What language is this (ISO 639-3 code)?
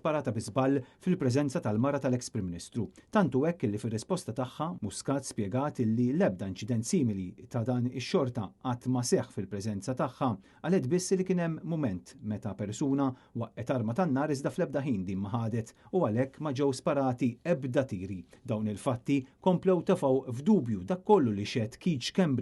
mlt